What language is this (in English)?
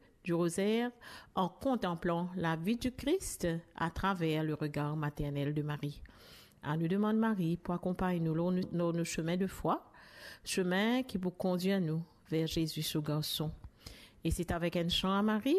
Morisyen